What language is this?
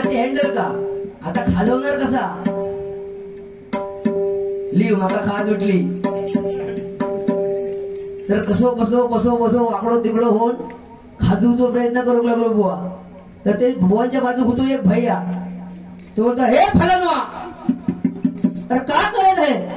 Marathi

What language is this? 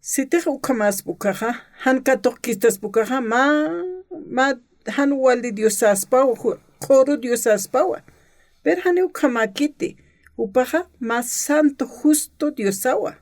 Aymara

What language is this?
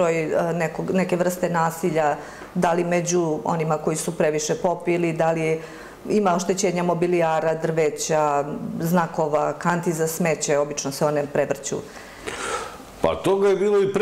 Serbian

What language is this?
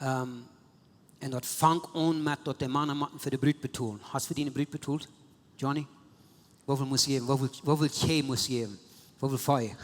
Plautdietsch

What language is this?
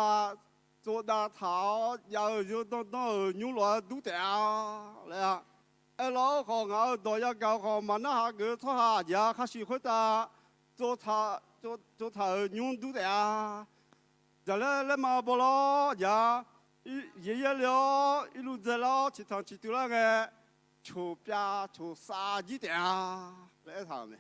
Akha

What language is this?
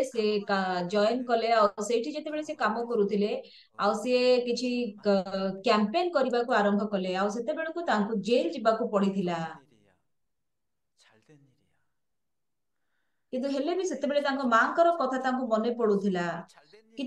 Odia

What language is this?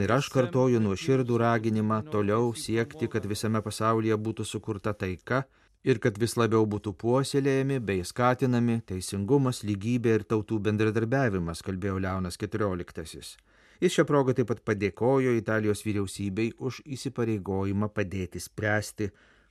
Lithuanian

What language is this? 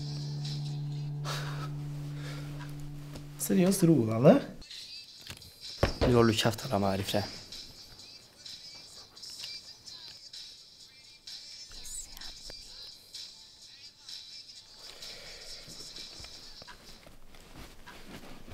Norwegian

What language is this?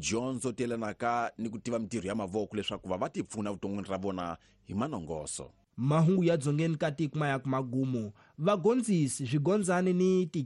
Tsonga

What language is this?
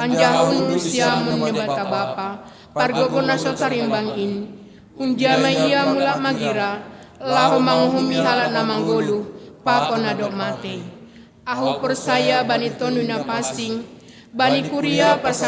Batak Simalungun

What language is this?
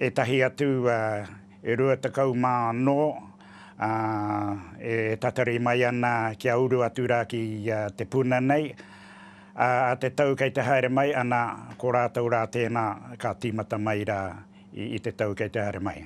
Māori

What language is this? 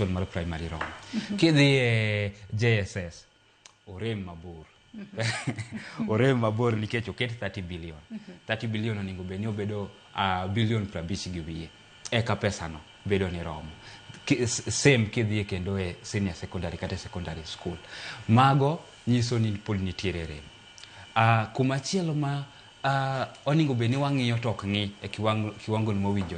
Luo (Kenya and Tanzania)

